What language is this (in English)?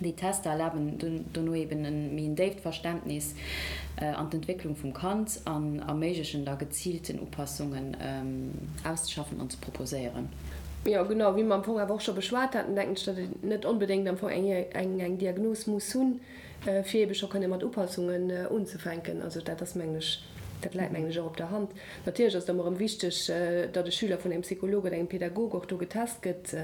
Luxembourgish